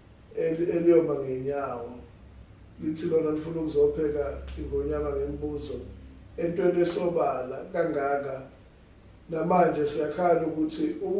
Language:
Zulu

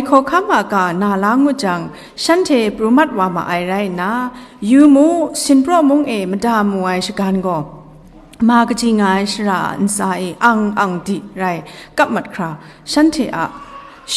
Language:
Kachin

